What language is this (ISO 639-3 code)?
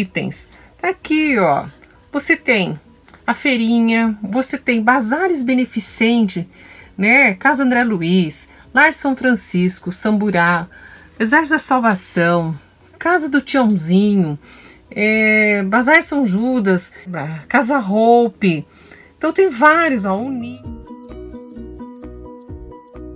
por